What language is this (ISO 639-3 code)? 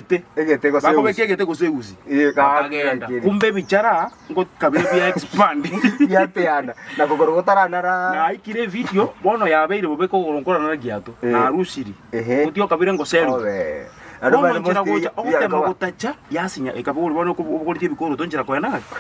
guz